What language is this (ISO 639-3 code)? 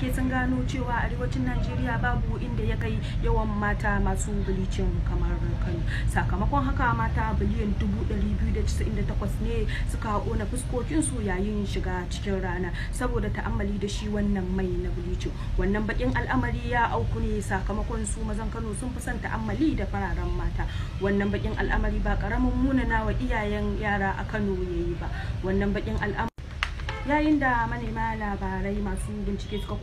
hau